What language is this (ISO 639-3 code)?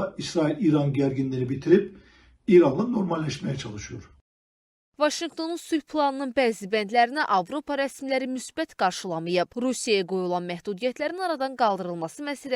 aze